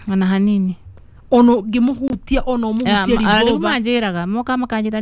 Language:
Kikuyu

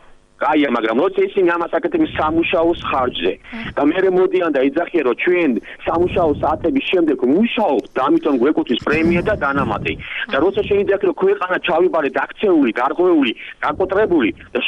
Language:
Georgian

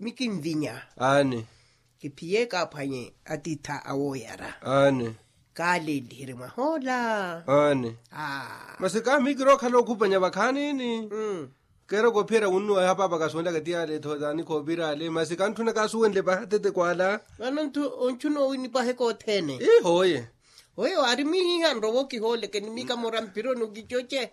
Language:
Makhuwa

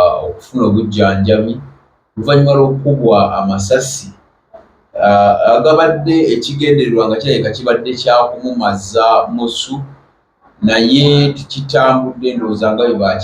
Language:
Ganda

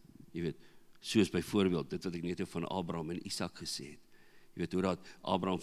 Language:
Afrikaans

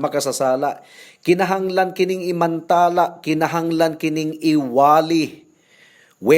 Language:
Cebuano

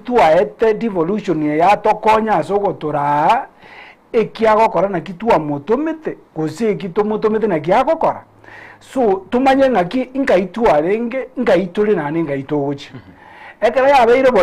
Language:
Gusii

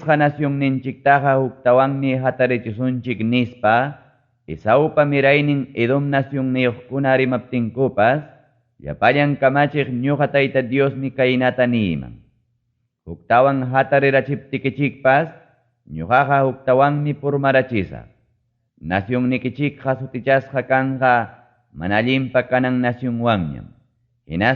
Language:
Ayacucho Quechua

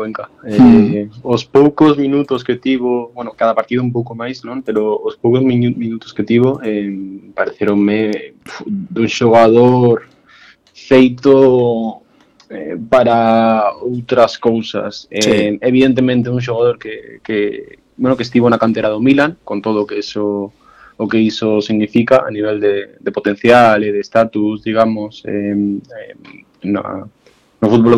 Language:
Galician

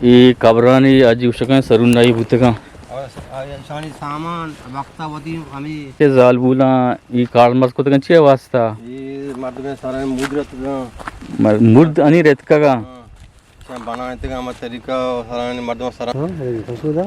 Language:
Eastern Balochi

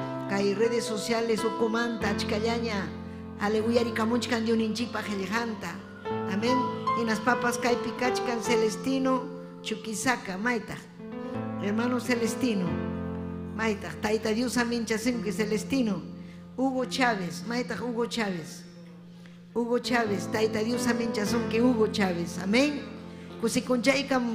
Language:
Ayacucho Quechua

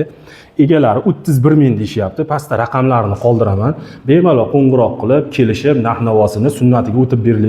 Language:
Uzbek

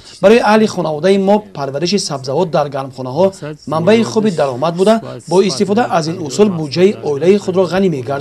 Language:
Tajik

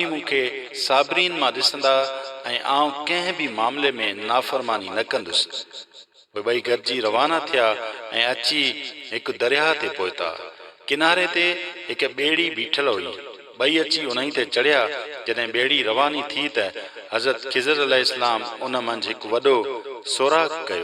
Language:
Sindhi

